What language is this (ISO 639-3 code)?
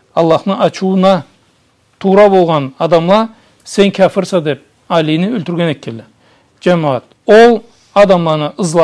krc